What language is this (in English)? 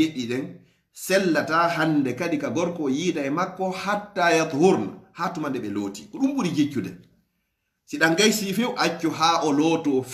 Fula